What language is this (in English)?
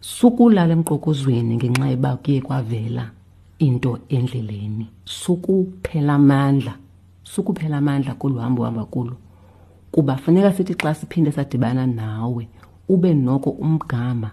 Xhosa